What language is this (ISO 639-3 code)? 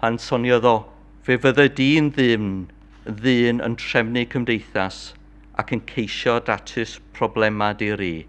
cym